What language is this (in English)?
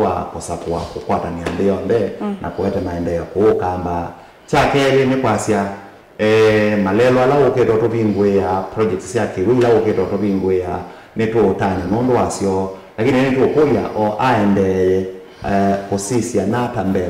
Kamba